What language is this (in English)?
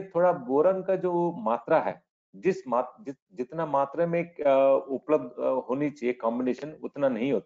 Hindi